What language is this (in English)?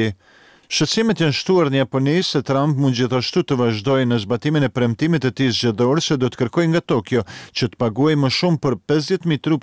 Albanian